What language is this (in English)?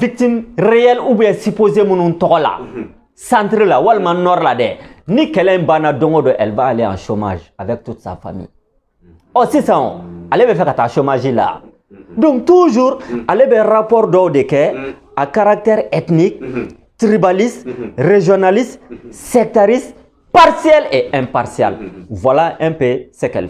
Bambara